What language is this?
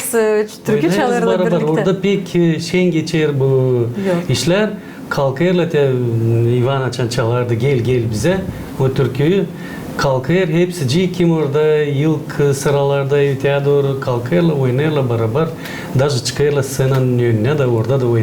Gagauz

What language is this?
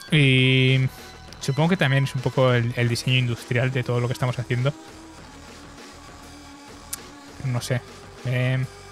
Spanish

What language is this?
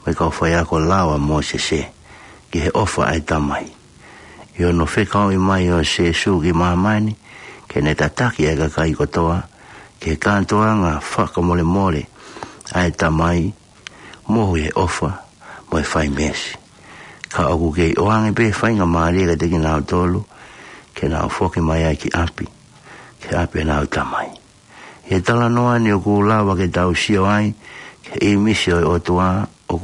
Tongan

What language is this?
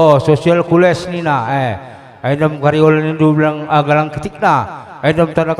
Batak Karo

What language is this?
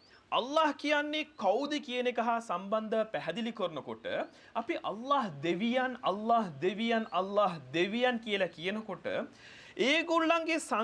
Sinhala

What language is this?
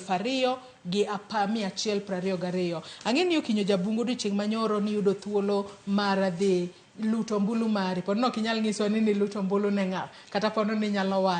Luo (Kenya and Tanzania)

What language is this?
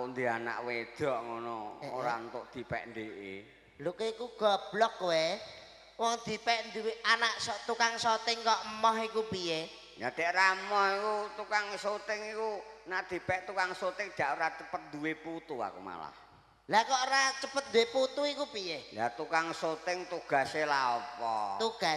Javanese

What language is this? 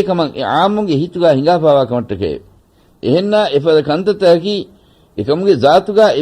Divehi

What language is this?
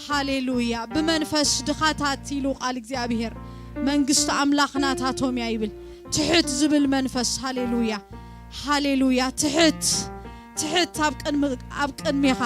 Tigrinya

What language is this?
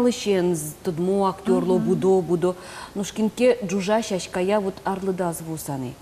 Udmurt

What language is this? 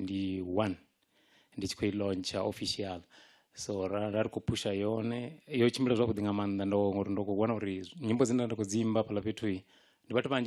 Venda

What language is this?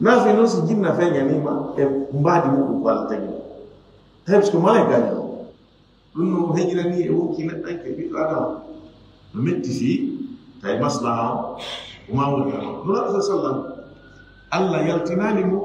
Fula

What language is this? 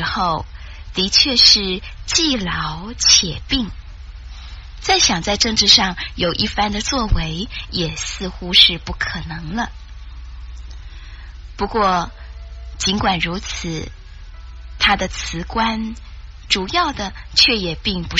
Chinese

